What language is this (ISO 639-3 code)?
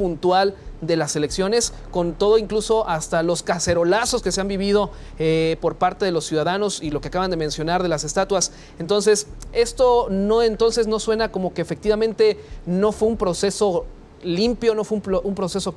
spa